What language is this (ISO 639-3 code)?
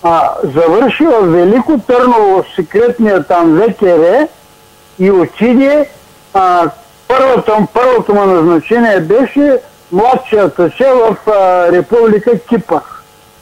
bul